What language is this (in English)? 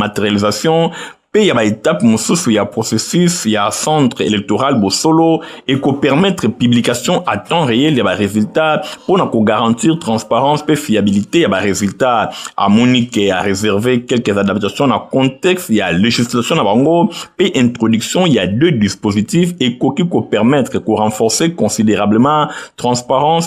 Lingala